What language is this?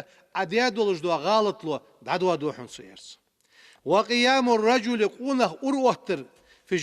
Ingush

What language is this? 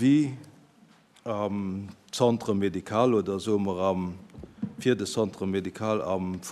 Luxembourgish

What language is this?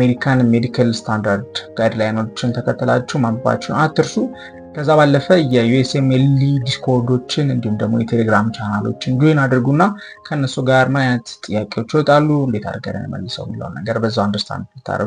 Amharic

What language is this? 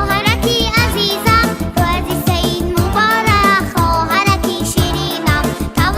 Tajik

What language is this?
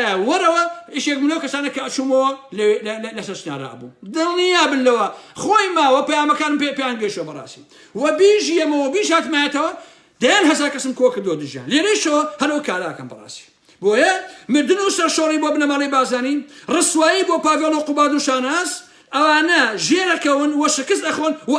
Central Kurdish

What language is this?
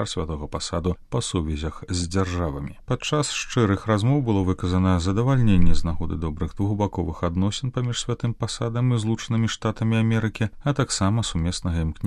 Belarusian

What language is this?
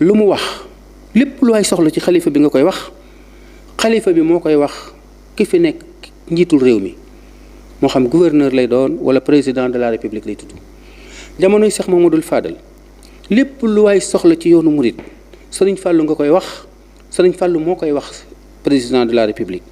Wolof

